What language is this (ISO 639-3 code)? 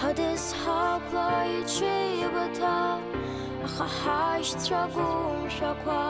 abk